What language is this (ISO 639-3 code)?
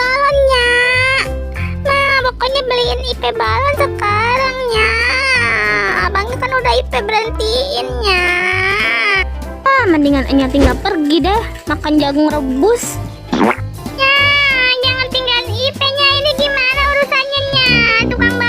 bew